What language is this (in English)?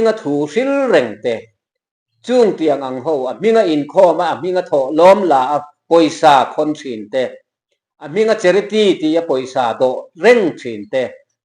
Mizo